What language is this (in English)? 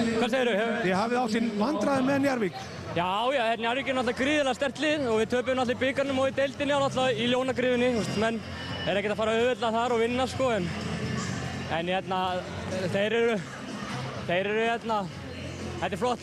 Icelandic